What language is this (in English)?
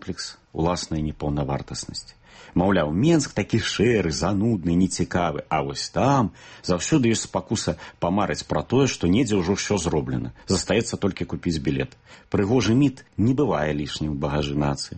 Belarusian